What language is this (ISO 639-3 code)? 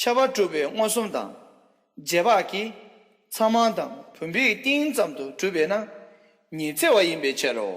bod